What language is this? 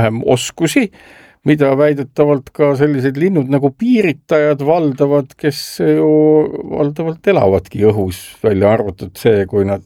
Estonian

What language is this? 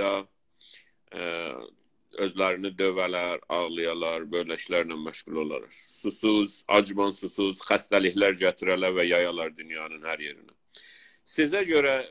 South Azerbaijani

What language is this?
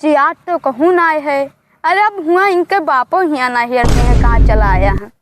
Awadhi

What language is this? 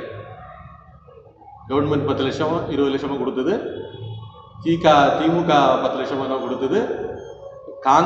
Tamil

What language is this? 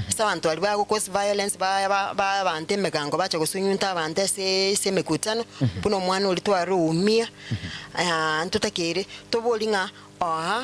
Gusii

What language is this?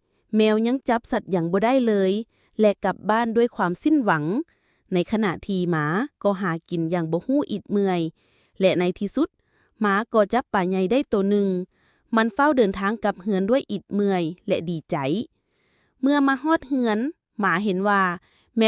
Lao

